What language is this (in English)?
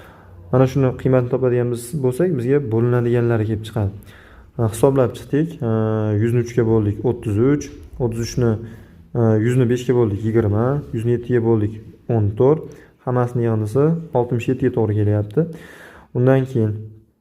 Uzbek